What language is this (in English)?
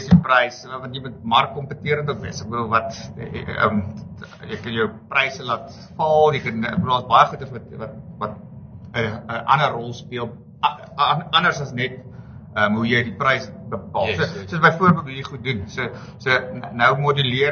Afrikaans